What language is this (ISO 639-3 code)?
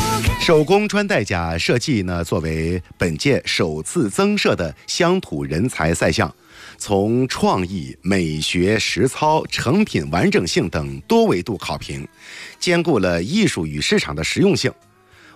zho